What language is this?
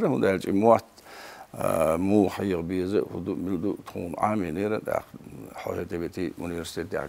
Chechen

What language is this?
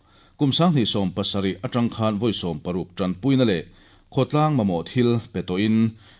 Mizo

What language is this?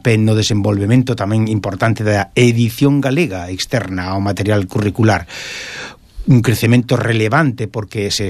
Galician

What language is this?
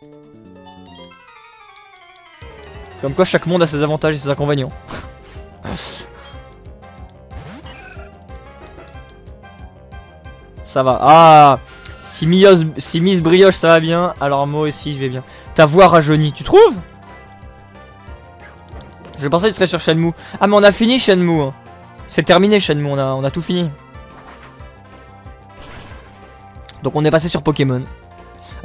French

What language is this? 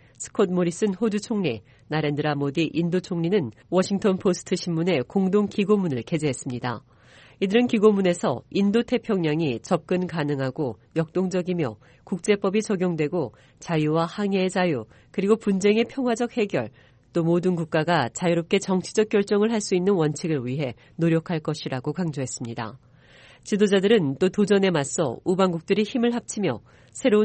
Korean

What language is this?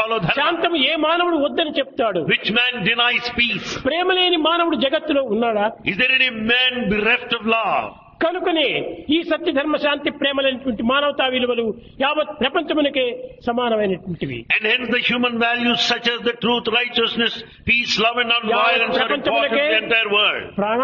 Telugu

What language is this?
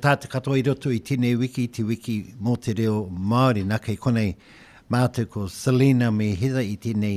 Māori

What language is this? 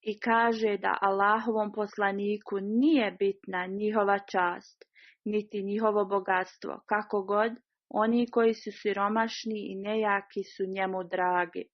Bosnian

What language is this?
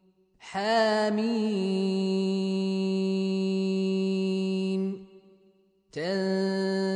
Arabic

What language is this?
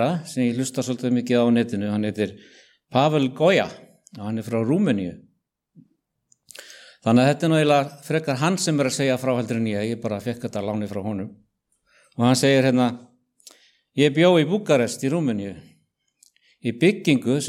Icelandic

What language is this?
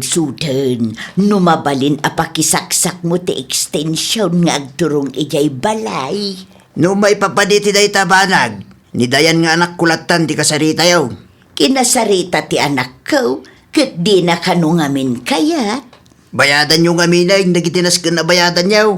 Iloko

